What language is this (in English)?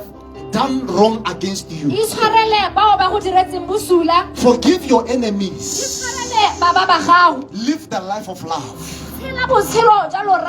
Tswana